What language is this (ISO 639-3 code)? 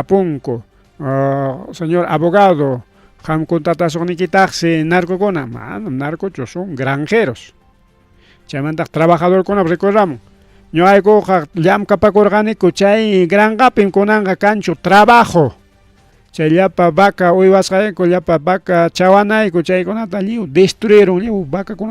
quy